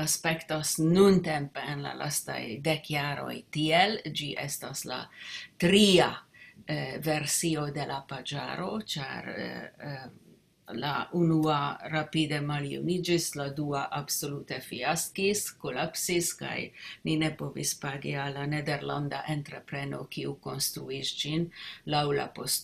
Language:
Esperanto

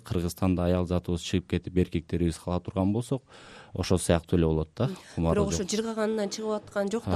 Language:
Kyrgyz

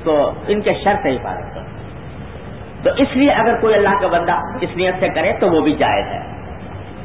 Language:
Urdu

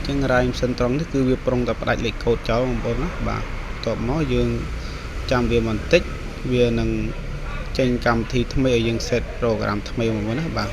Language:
Khmer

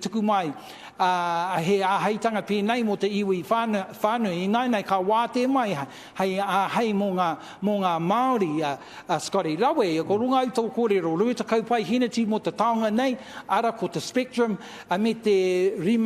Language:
Māori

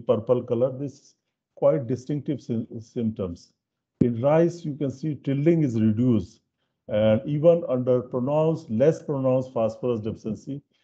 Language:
English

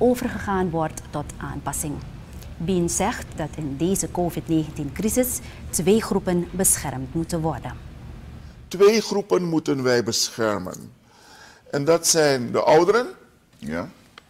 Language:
Dutch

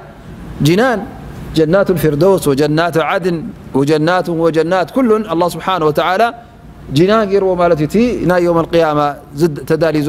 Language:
Tigrinya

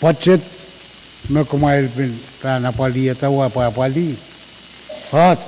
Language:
Pohnpeian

